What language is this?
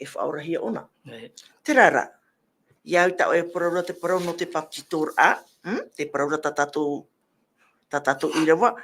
Tahitian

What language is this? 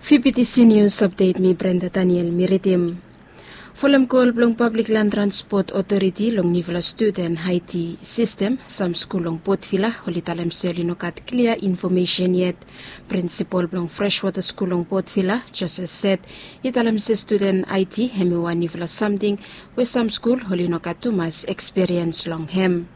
Bislama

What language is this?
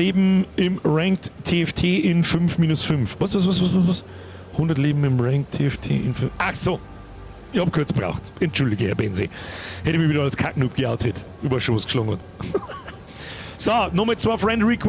Bavarian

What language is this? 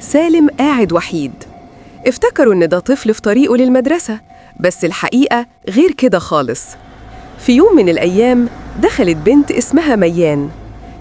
Egyptian Arabic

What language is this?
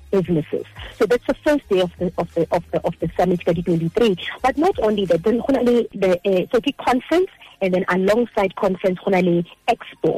Southern Sotho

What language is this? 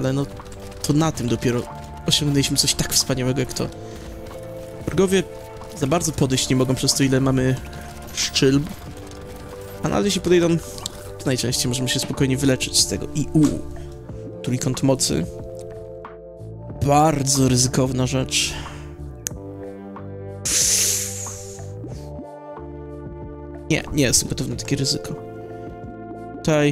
Polish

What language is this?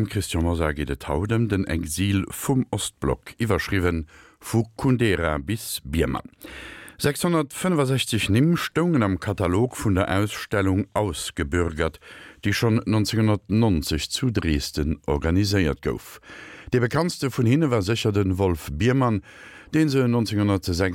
Luxembourgish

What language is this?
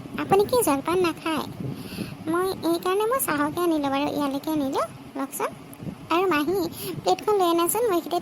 Assamese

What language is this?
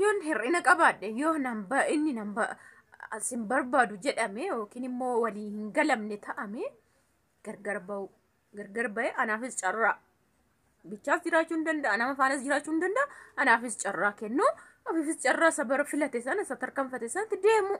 Oromo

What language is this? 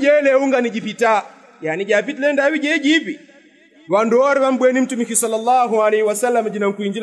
Yao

